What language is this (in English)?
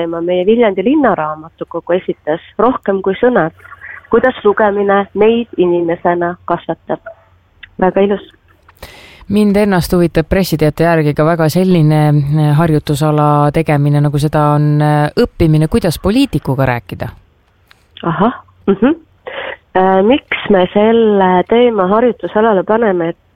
Estonian